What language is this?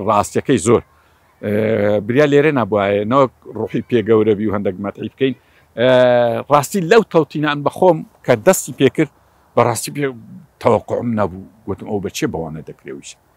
Central Kurdish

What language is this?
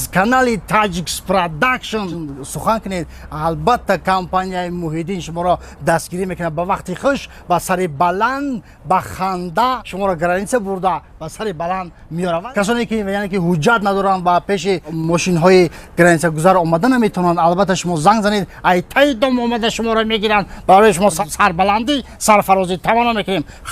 Tajik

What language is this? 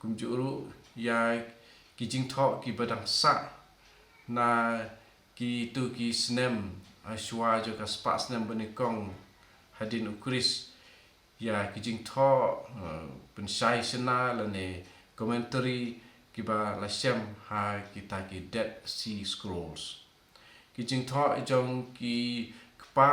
Khasi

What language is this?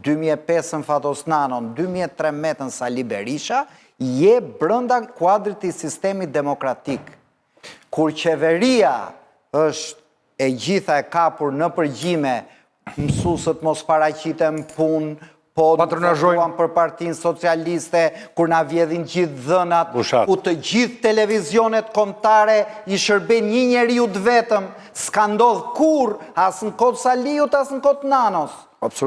Albanian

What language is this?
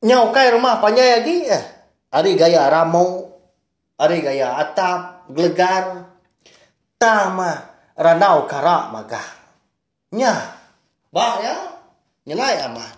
Iban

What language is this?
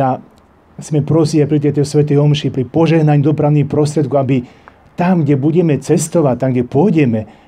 Slovak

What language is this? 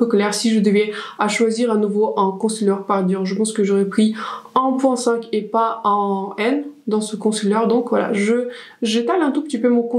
French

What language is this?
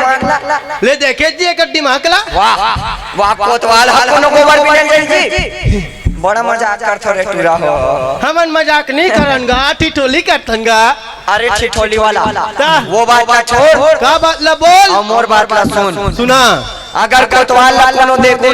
Chhattisgarhi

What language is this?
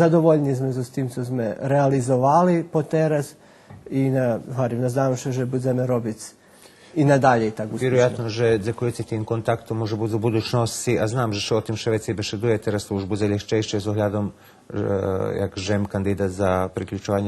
Rusyn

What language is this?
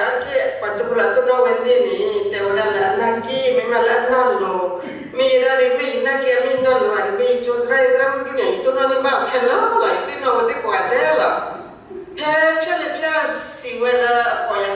S'gaw Karen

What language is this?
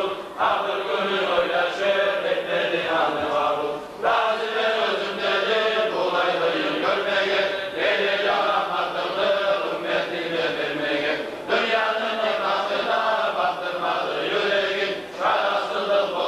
Kumyk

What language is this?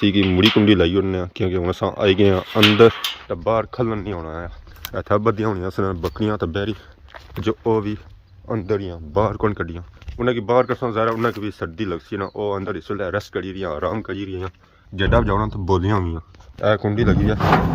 Pahari-Potwari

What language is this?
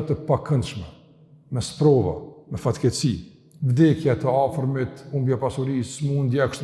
Albanian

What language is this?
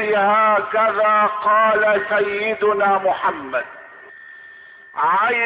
Arabic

